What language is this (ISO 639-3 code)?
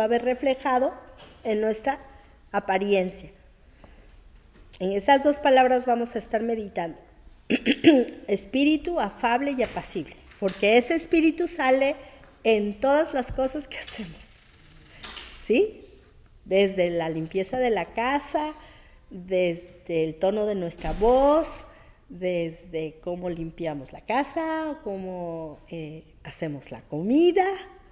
spa